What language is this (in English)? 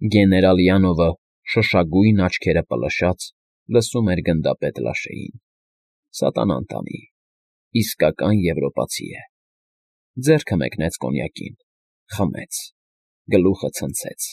Armenian